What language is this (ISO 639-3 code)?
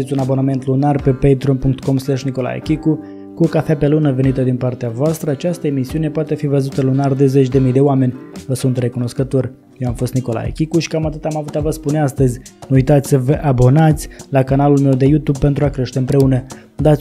ron